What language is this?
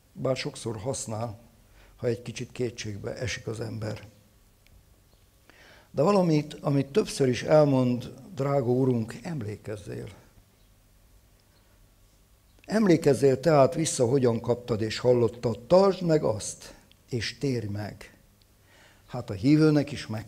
Hungarian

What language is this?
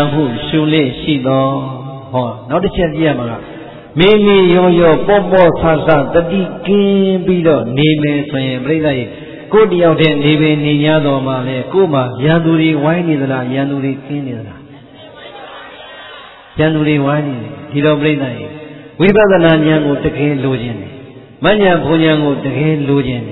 Burmese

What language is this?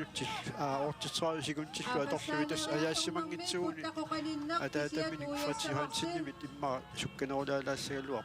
Kalaallisut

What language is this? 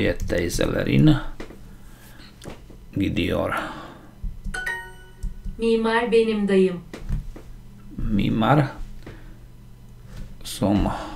Slovak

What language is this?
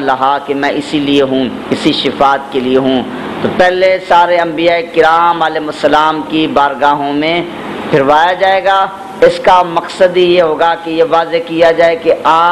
Urdu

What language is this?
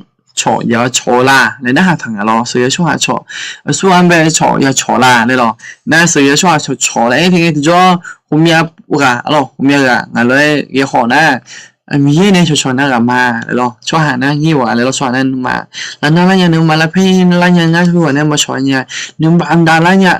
Akha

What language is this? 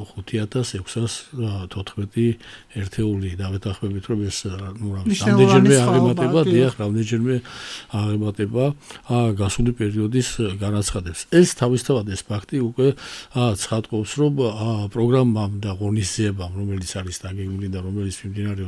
Georgian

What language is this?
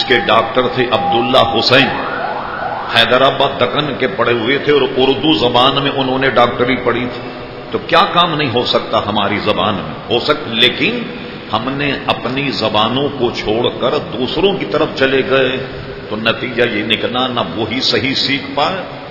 Urdu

